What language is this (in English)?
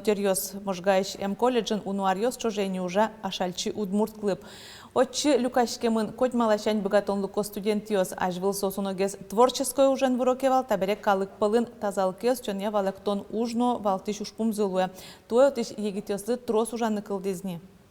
Udmurt